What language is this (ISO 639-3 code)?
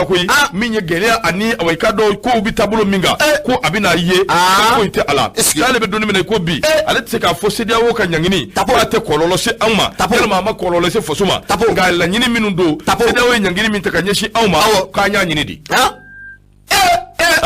bam